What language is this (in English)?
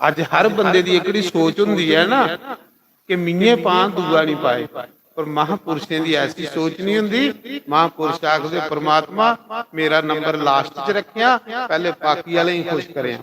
Dogri